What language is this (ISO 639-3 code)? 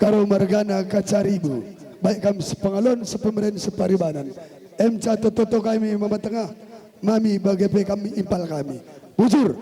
btx